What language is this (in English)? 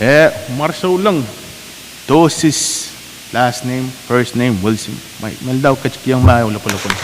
Pohnpeian